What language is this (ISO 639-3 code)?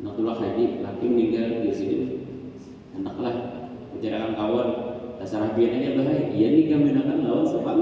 bjn